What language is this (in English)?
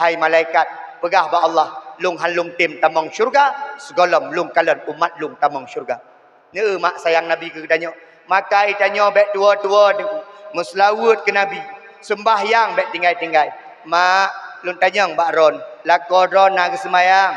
Achinese